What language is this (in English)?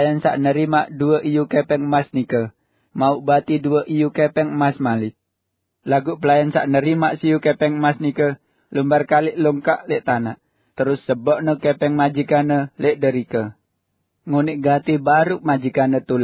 Sasak